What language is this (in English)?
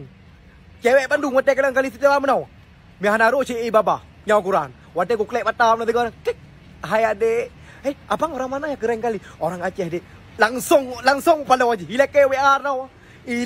Achinese